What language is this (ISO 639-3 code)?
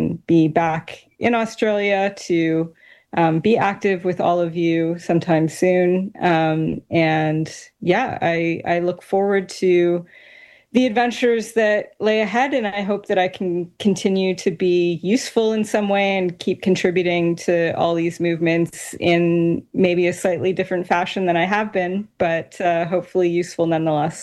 eng